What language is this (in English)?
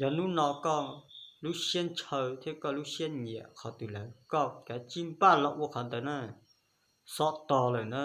Hmong